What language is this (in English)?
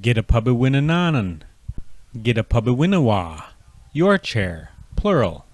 Chippewa